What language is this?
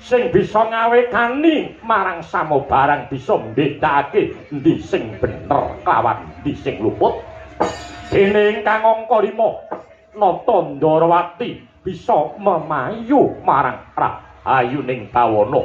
Javanese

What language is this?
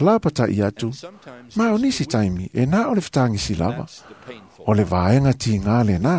Samoan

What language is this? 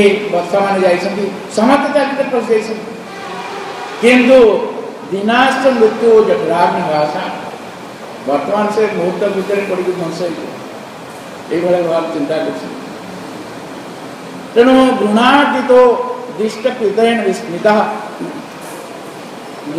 Odia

